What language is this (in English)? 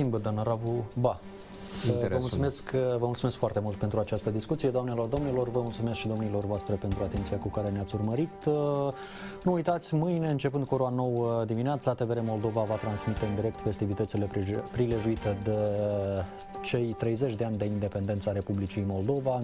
Romanian